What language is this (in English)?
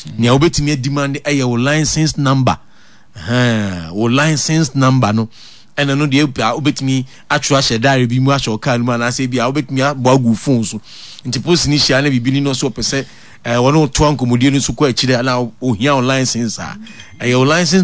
Akan